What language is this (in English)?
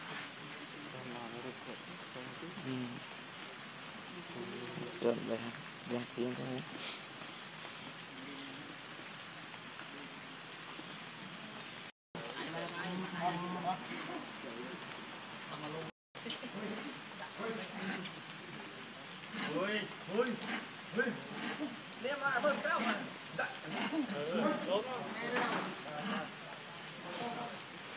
Vietnamese